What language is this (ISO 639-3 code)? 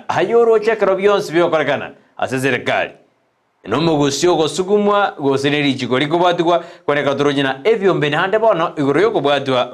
guz